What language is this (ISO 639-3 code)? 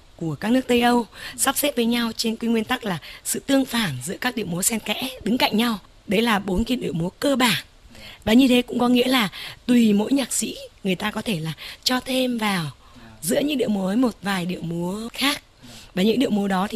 vie